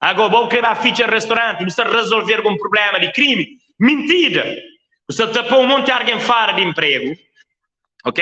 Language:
Kabuverdianu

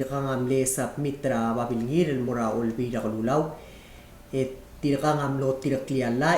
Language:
Palauan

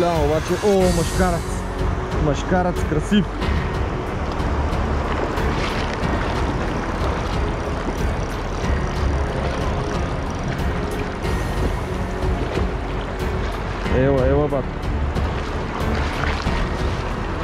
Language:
Bulgarian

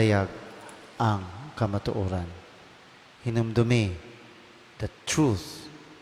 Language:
Cebuano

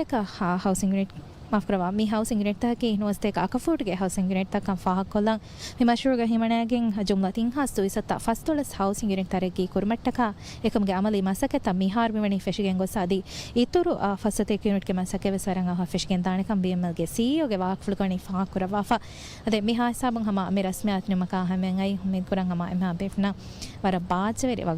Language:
Divehi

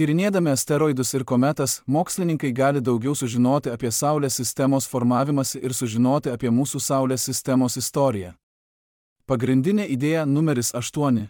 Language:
Lithuanian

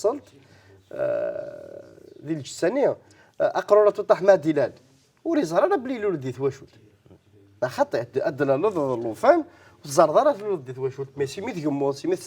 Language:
Kabyle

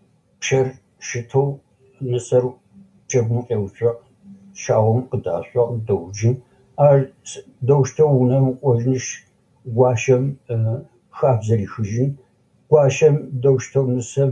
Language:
Adyghe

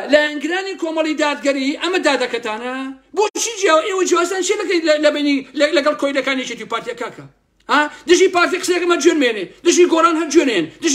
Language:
Central Kurdish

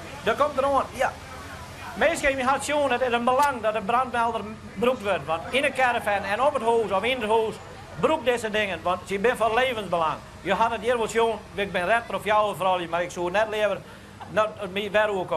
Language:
Western Frisian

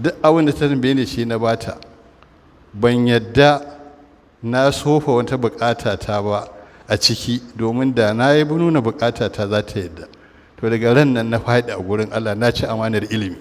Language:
Hausa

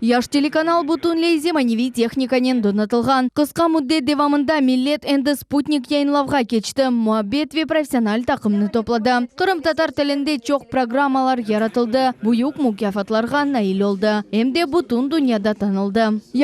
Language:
Crimean Tatar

